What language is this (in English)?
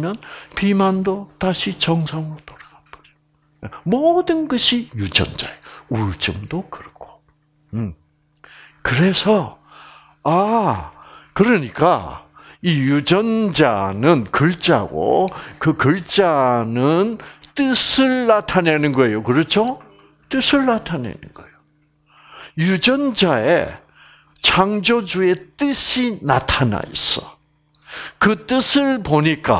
Korean